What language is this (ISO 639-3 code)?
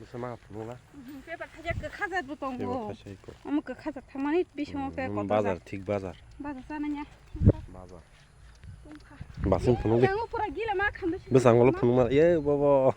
trp